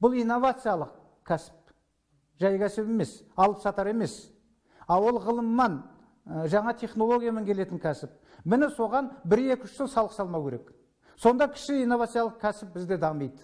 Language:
Kazakh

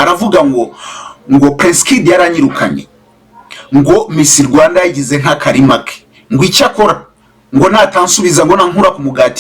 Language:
Kinyarwanda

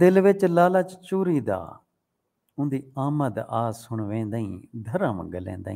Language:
Saraiki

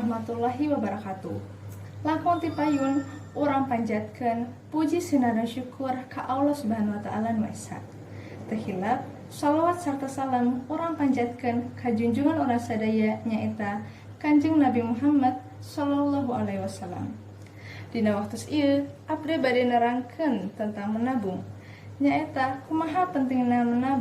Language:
Sundanese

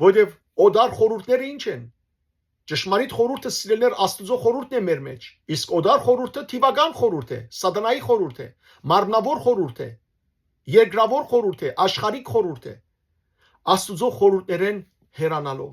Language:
Western Armenian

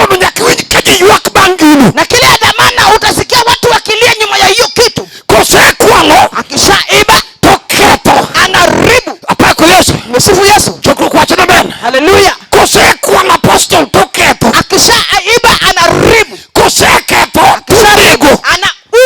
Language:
Luo (Kenya and Tanzania)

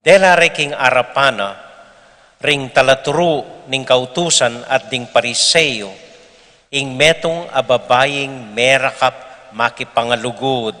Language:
Pampanga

